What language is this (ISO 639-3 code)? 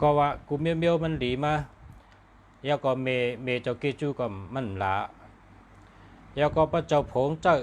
shn